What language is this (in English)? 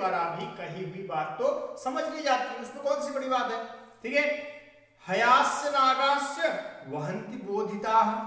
Hindi